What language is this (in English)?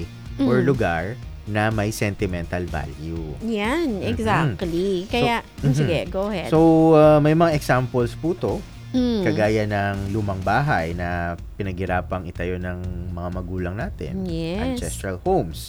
Filipino